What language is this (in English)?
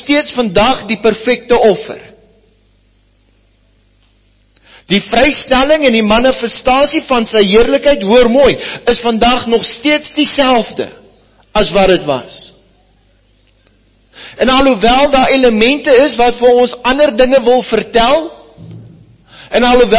Afrikaans